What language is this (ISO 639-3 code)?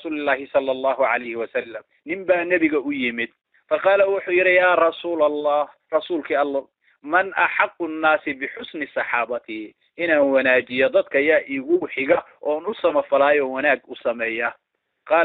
som